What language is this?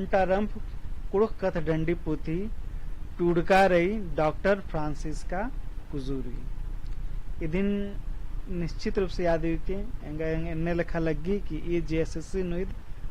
Kurukh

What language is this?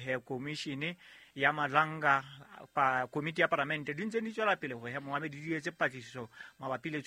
Southern Sotho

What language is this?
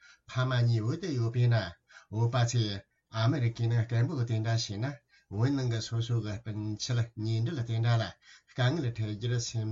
Tibetan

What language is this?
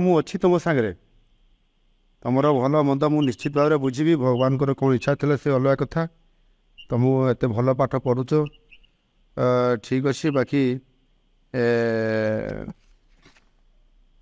Odia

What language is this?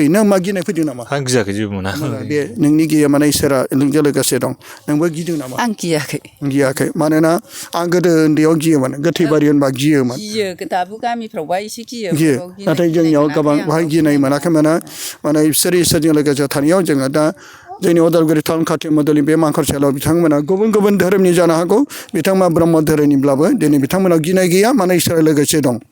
Bodo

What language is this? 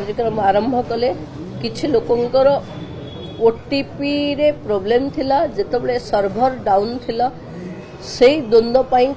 Odia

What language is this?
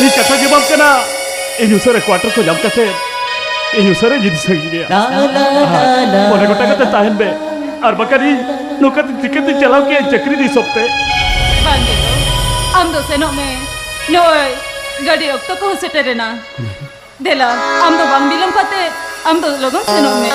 Santali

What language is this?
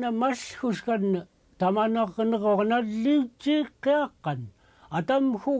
Central Yupik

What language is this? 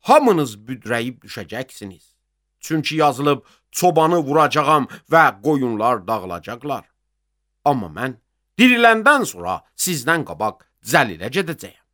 Azerbaijani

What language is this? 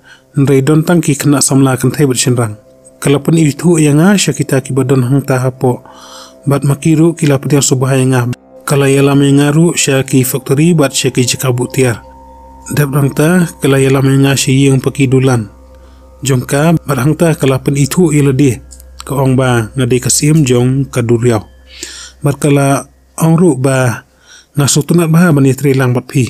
Khasi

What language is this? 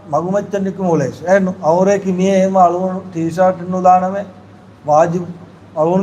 Divehi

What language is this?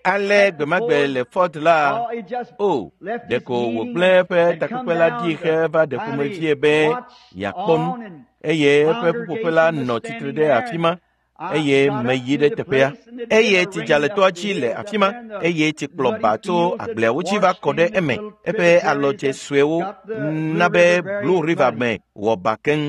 Ewe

